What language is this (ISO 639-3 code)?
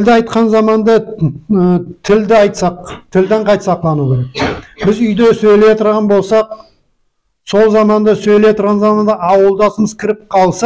nog